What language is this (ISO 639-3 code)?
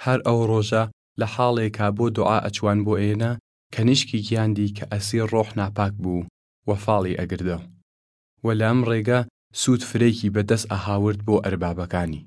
sdh